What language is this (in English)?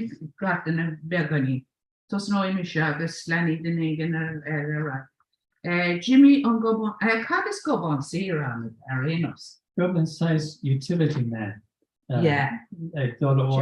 Irish